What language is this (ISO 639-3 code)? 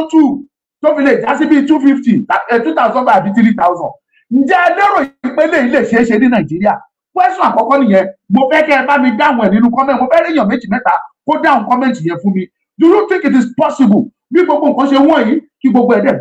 yor